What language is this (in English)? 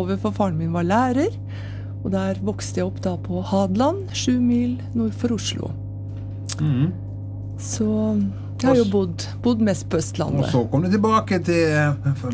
Norwegian